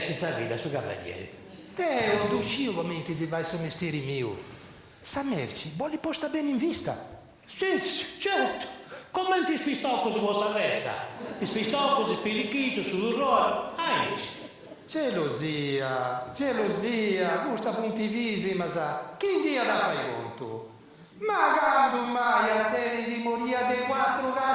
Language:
Sardinian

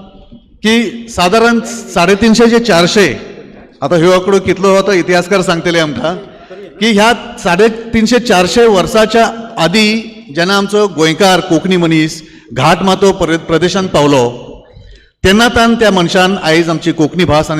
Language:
Konkani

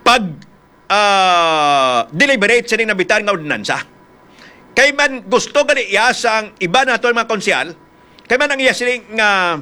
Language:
Hiligaynon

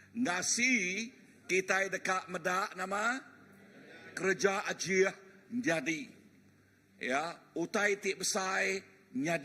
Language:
Iban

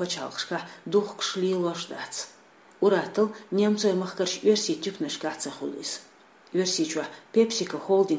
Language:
Chechen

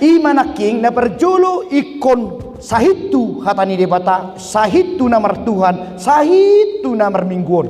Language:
Batak Toba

